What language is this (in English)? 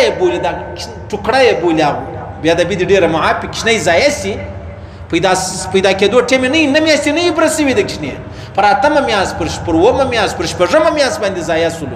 Pashto